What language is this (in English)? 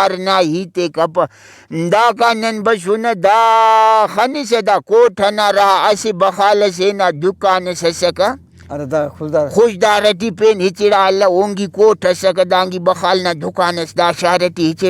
Brahui